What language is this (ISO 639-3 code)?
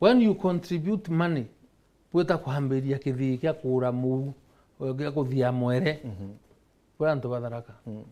mer